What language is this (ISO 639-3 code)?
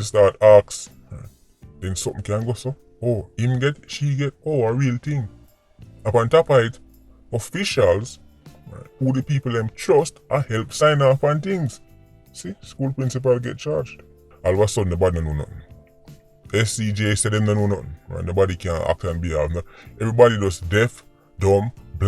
jam